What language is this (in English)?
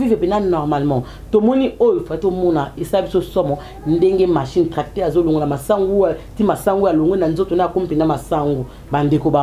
Lingala